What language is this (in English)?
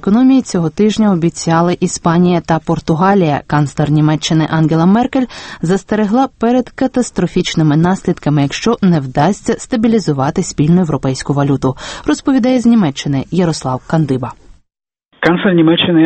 Ukrainian